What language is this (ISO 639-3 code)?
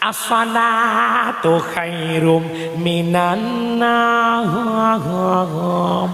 ace